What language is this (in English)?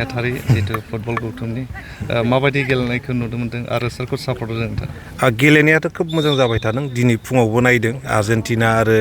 Bodo